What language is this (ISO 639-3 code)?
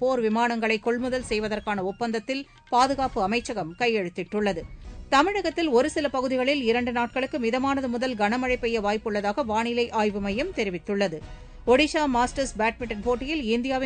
tam